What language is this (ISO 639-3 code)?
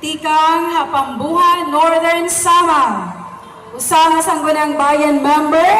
war